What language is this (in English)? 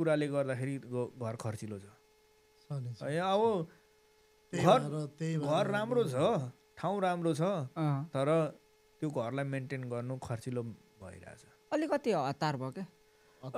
Nepali